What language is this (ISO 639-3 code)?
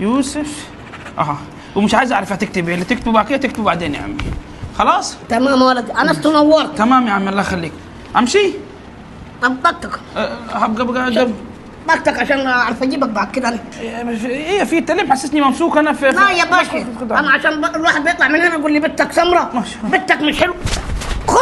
arz